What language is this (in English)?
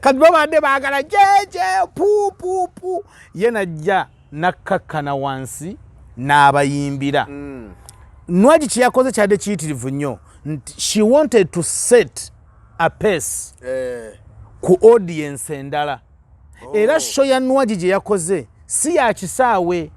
Ganda